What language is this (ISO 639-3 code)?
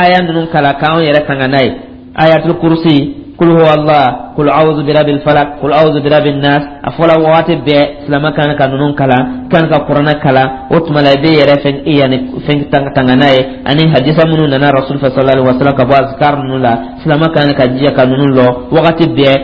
dyu